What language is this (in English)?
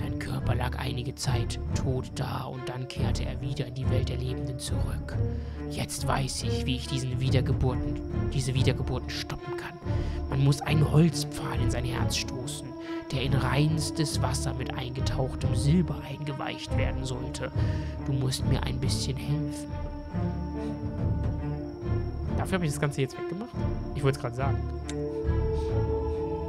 German